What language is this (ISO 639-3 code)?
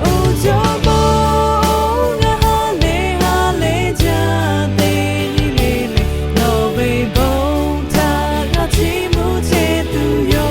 lhu